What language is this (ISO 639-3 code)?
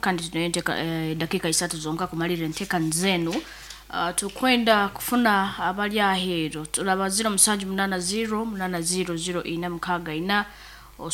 nyn